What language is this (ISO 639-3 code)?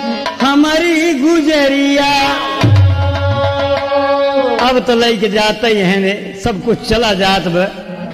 bho